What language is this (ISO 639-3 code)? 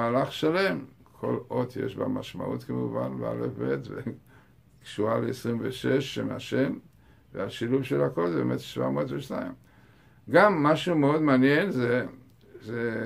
heb